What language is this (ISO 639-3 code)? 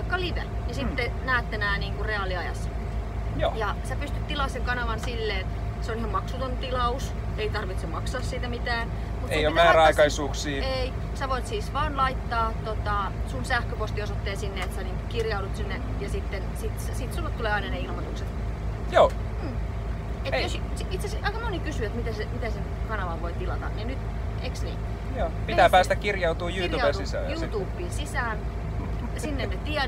fin